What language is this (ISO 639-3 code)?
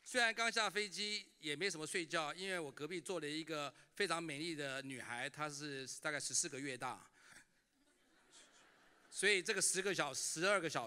zho